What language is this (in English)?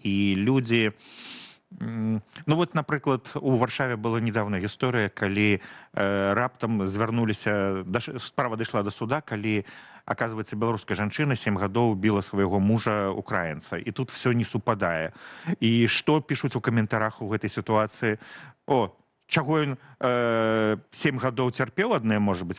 Belarusian